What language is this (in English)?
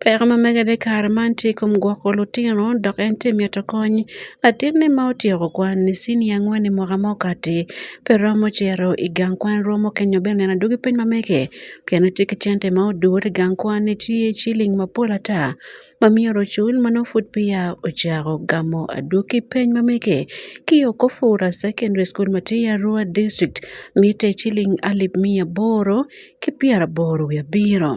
Acoli